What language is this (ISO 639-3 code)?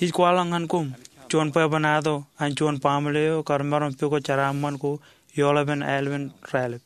mah